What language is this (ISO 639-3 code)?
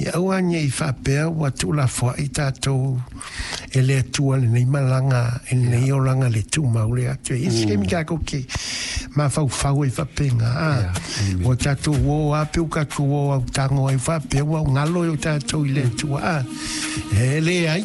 smo